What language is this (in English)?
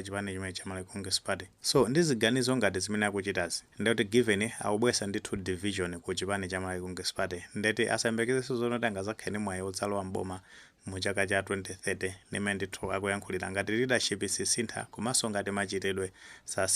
Nyanja